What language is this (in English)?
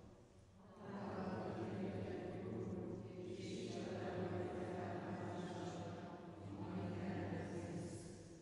Hungarian